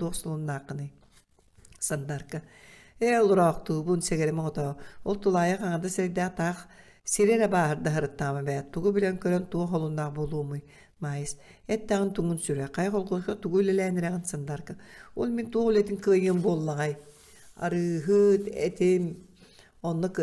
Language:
Yakut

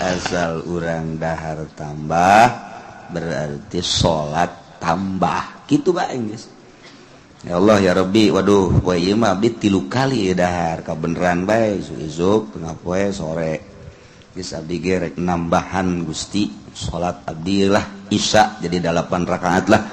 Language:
Sundanese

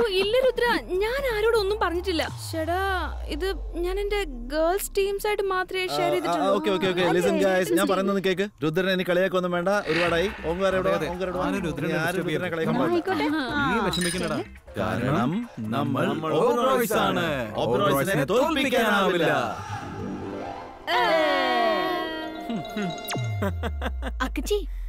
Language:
Malayalam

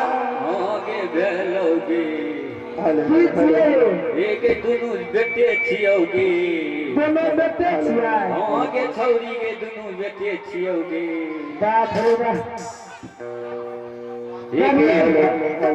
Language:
Maithili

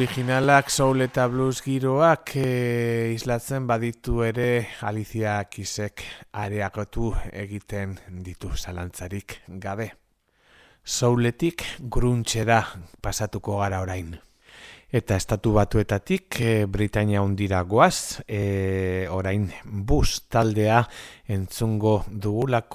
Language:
Basque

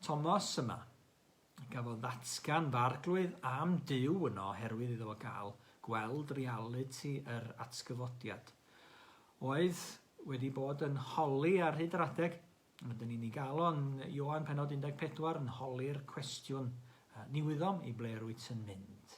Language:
Welsh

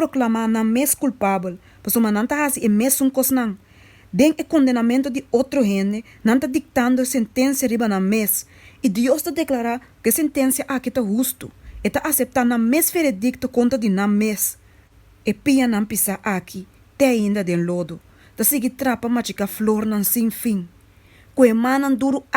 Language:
Papiamento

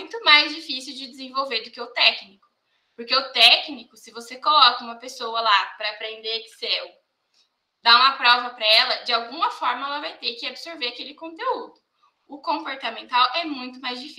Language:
Portuguese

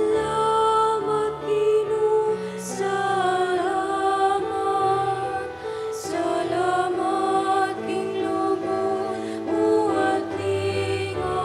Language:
Pampanga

